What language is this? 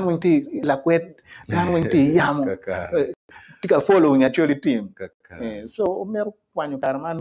Acoli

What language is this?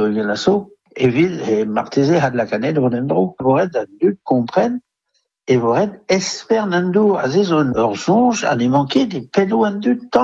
Breton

